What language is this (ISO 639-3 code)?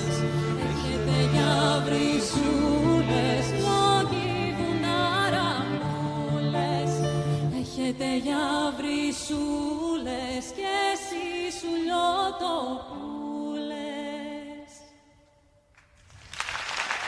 ell